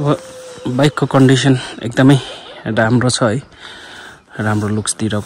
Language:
Nepali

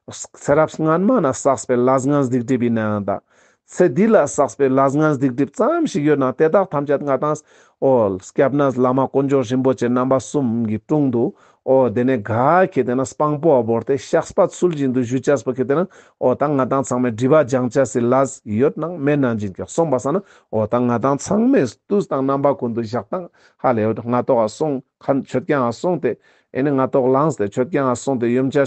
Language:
Ladakhi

